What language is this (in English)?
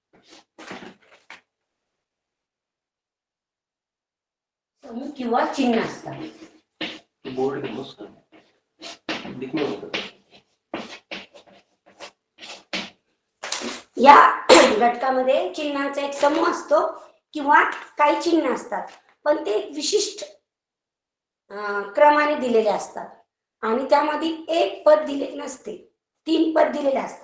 Marathi